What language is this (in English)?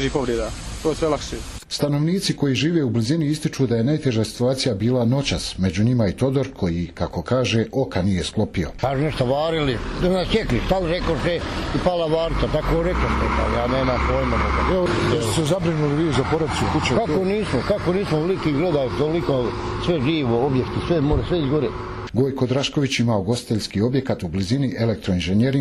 Croatian